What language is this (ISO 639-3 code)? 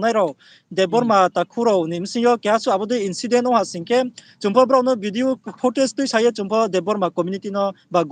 ria